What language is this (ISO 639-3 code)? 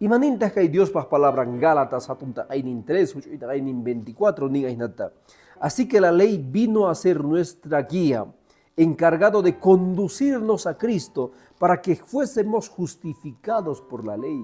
que